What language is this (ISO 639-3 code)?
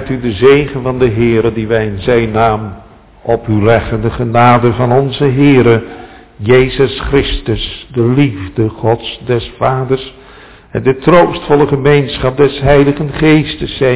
nld